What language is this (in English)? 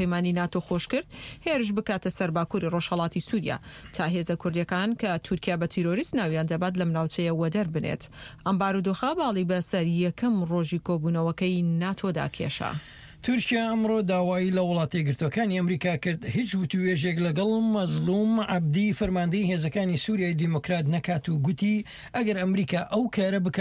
Central Kurdish